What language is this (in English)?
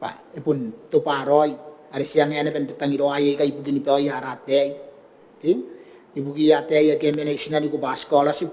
Gilbertese